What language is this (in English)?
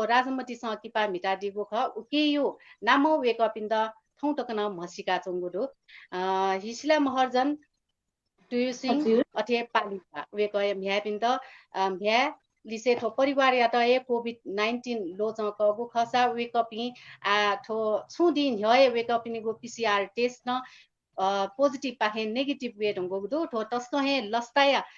Newari